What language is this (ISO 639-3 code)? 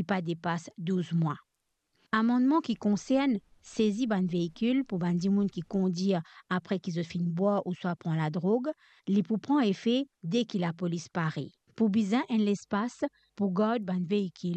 mfe